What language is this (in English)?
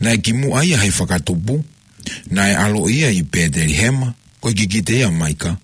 Tongan